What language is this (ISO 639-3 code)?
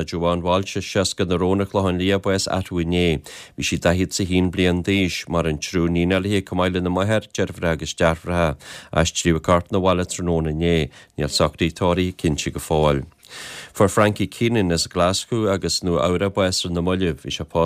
gle